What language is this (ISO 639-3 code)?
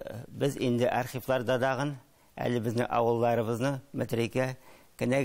tat